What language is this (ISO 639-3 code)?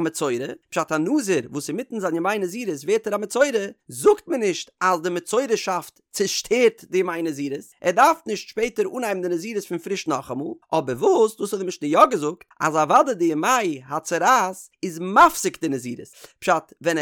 yid